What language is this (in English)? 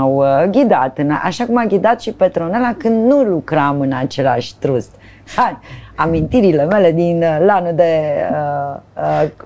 Romanian